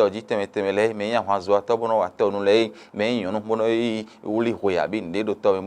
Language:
Fon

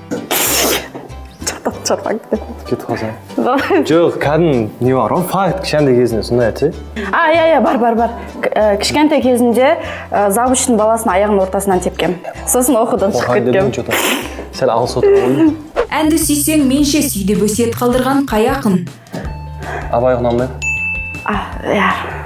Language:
Kazakh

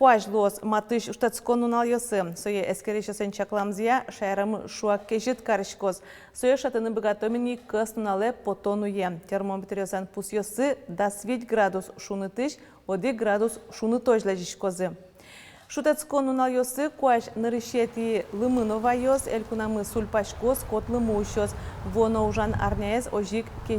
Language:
Udmurt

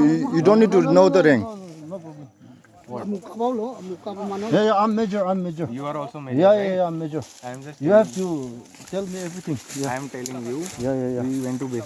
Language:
Naga Pidgin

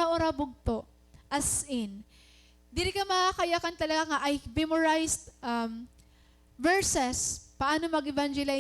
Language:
Waray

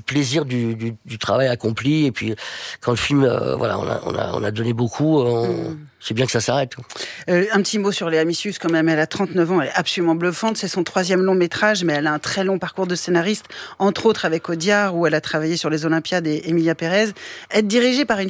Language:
French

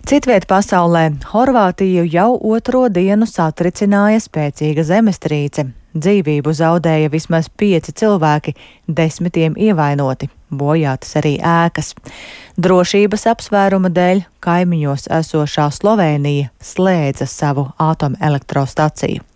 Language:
Latvian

